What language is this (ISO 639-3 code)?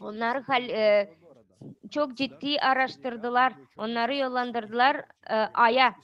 gag